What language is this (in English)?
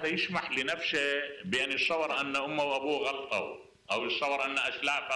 Mesopotamian Arabic